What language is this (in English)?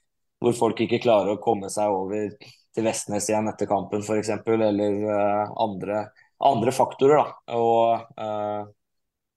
Norwegian